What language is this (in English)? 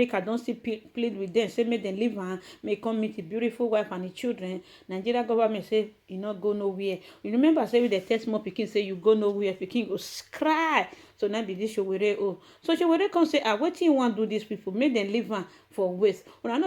Nigerian Pidgin